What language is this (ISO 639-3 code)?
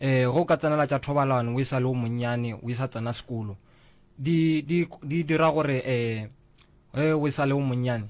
nso